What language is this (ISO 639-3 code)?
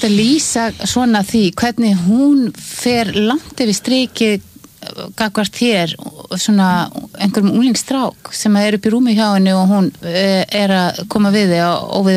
isl